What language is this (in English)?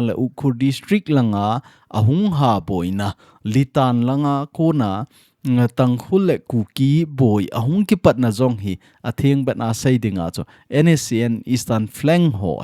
Thado Chin